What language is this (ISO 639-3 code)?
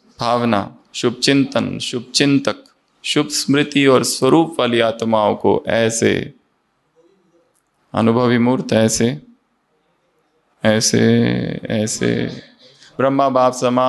hin